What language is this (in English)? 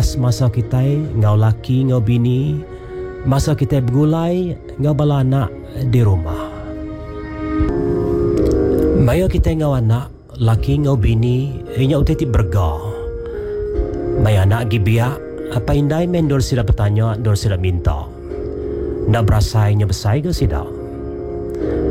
Iban